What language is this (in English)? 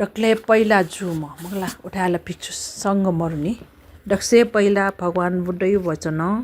Newari